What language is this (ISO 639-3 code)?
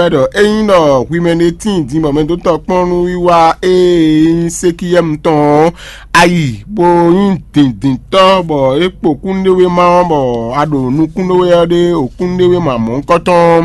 fon